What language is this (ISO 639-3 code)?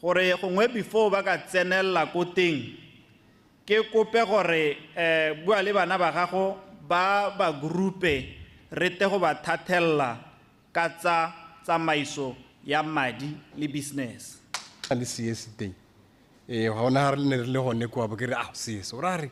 tsn